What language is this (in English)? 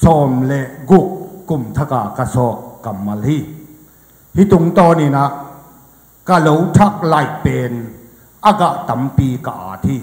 Tedim Chin